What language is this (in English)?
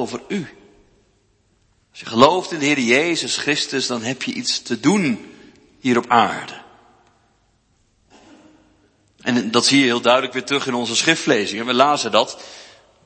Dutch